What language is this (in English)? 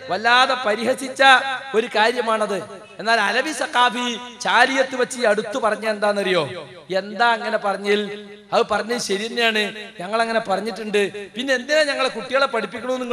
Malayalam